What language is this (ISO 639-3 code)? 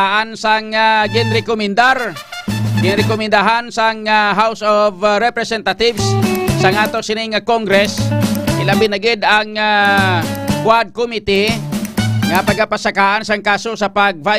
hil